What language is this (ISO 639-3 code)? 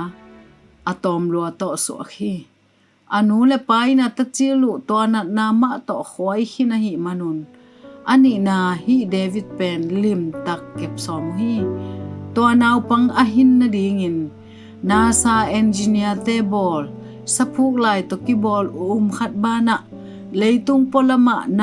ctd